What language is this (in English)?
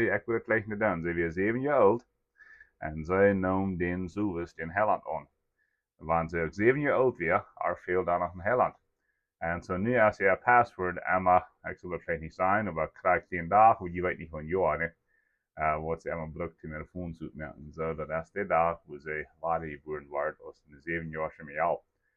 Plautdietsch